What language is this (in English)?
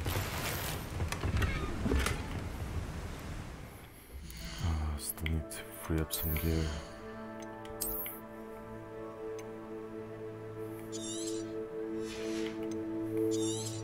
English